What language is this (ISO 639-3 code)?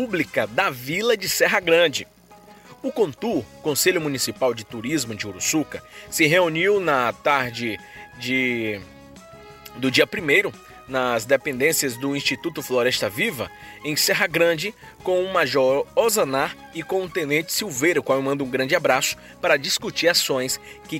por